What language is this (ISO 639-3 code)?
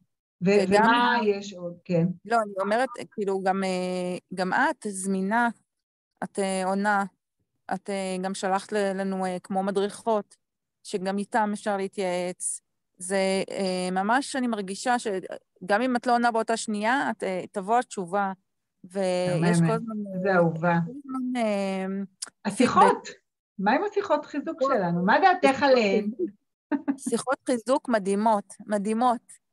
heb